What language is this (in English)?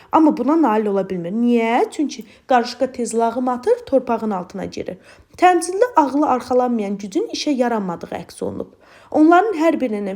Azerbaijani